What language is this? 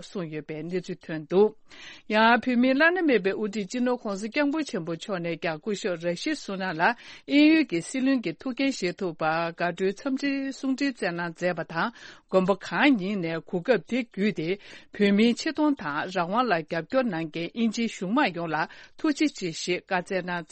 Tibetan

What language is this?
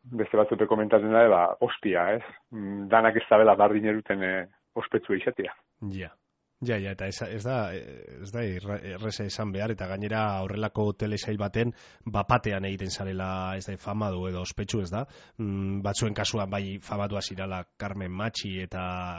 Basque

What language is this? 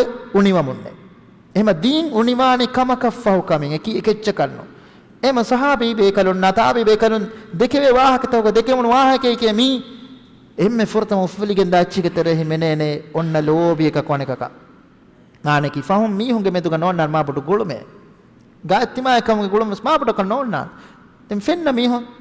Divehi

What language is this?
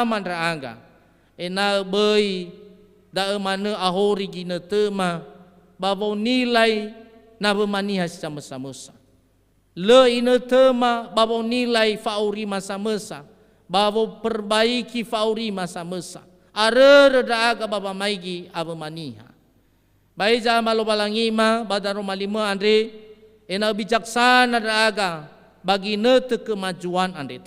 Nias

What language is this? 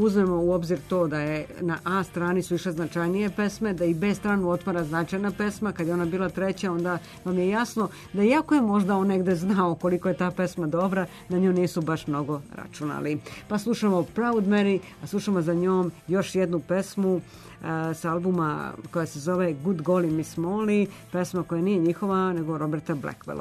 Serbian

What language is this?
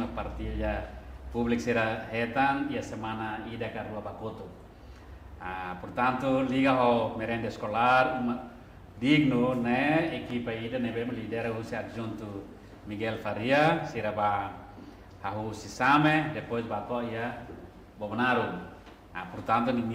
Tetum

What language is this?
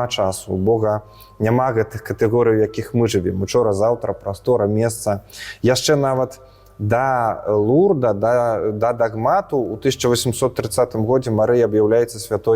Belarusian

